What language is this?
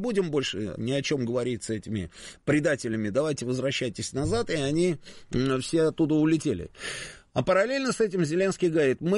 Russian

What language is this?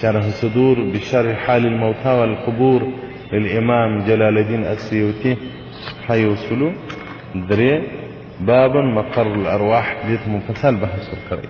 Pashto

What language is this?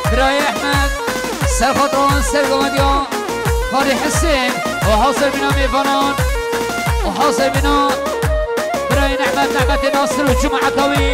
Persian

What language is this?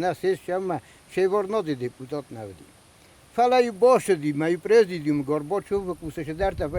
Ossetic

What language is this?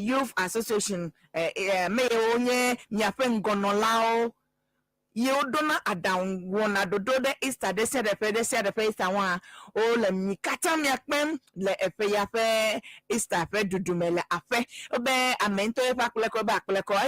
Ewe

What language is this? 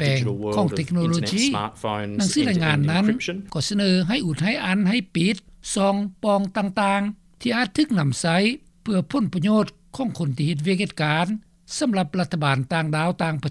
Lao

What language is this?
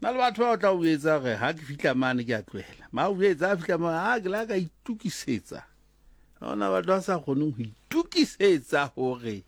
Southern Sotho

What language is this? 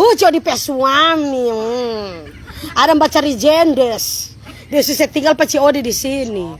Manado Malay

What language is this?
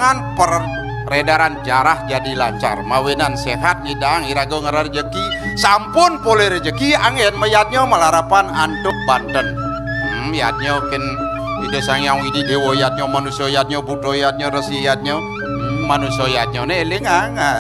Balinese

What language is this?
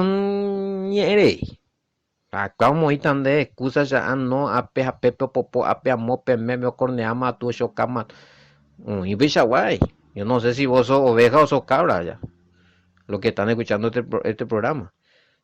Guarani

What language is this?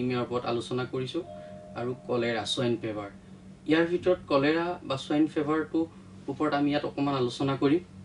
Assamese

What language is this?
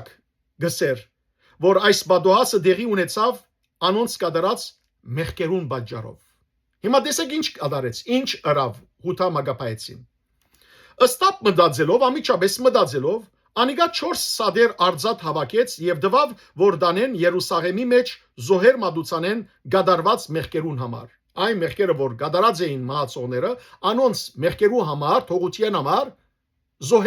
Western Armenian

